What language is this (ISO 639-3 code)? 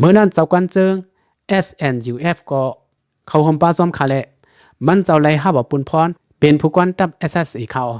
shn